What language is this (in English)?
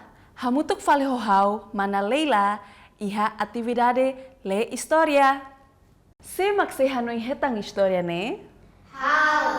Tetum